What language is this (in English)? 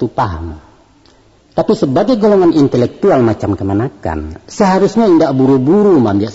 Minangkabau